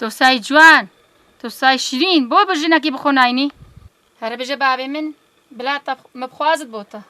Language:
Kurdish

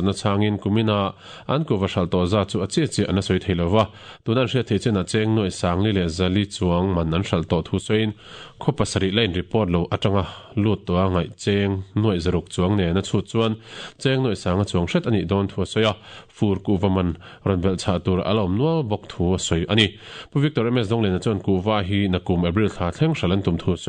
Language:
Mizo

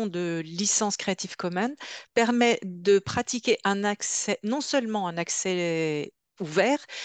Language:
French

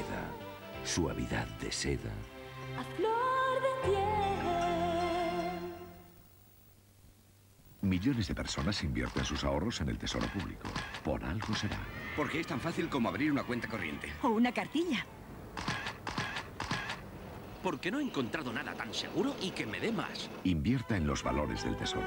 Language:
Spanish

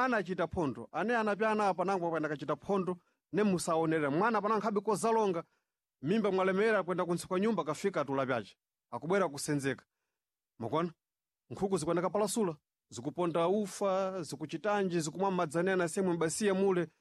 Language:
Sena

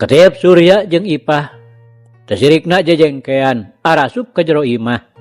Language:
Sundanese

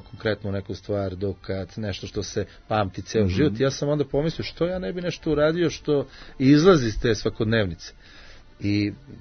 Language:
Serbian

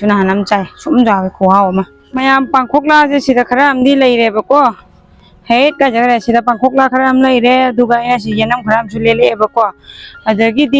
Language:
Manipuri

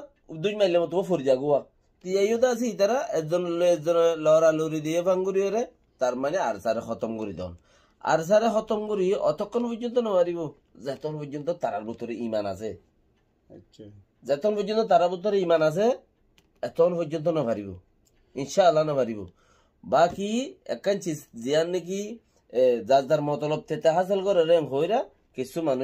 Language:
Rohingya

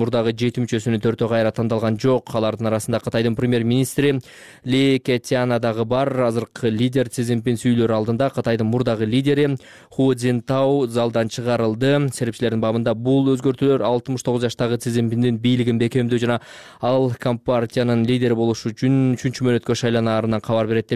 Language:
Kyrgyz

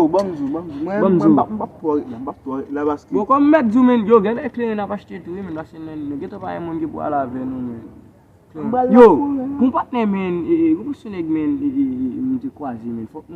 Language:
Haitian Creole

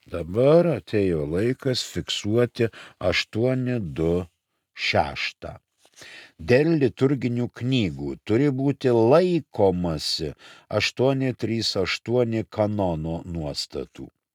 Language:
Lithuanian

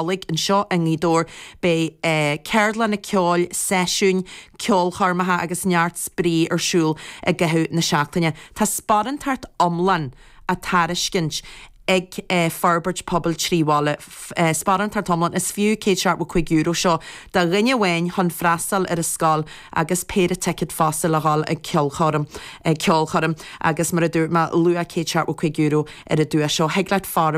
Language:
Irish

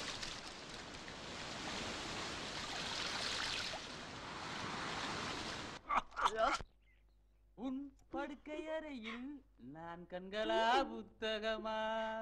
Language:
Tamil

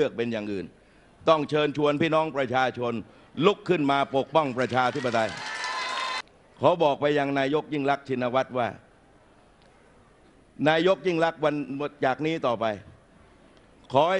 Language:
Thai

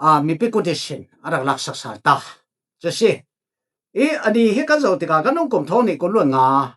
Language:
Falam Chin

